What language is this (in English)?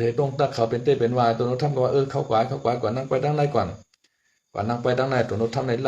Shan